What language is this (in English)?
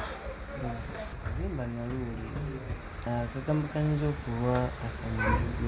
Ganda